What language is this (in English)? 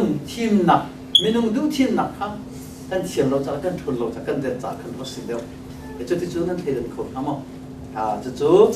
Hakha Chin